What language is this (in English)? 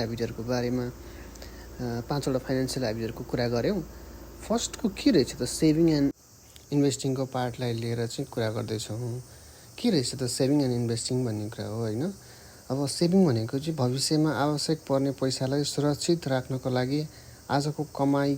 Nepali